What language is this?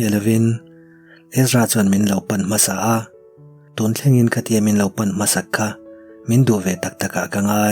Mizo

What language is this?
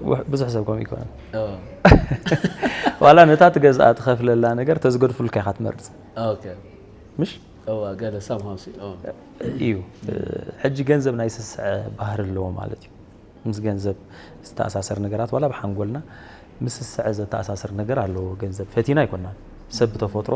Tigrinya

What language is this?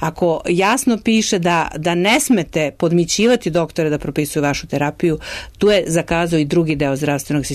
Serbian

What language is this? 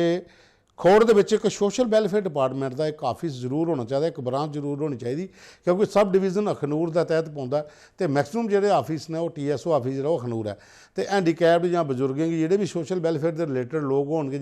Dogri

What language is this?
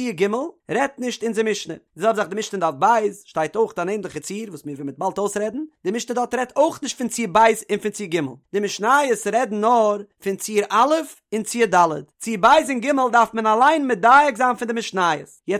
Yiddish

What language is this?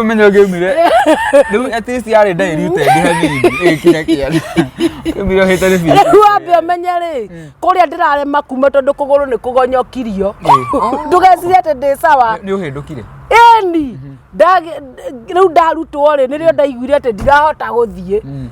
Kikuyu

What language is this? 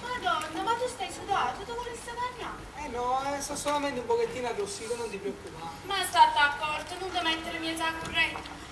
Neapolitan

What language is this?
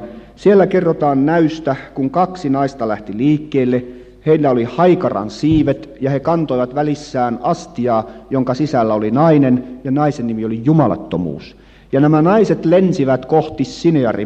Finnish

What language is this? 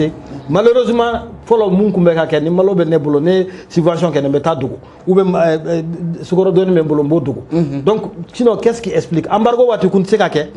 Bambara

